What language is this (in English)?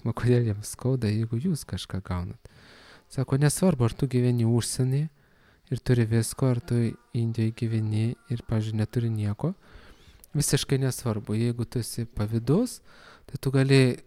Lithuanian